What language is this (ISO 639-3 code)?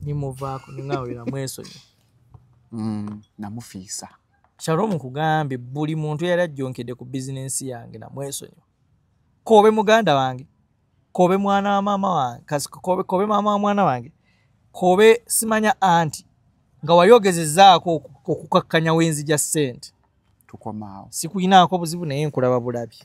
lug